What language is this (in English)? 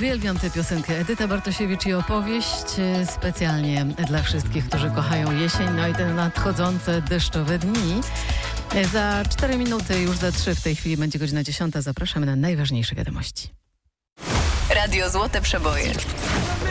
Polish